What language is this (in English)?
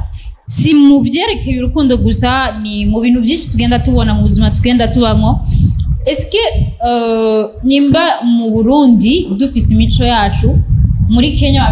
Rundi